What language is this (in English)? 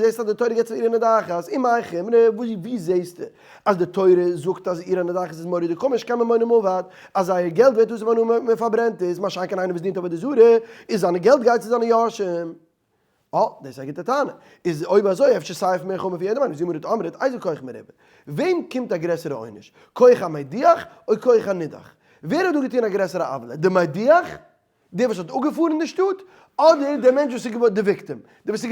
Yiddish